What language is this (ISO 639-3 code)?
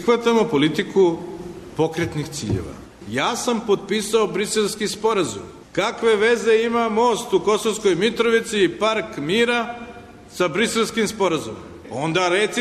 srp